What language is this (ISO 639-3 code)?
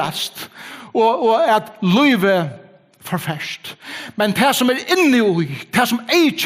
fao